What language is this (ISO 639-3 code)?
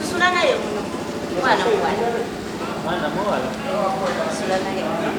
xog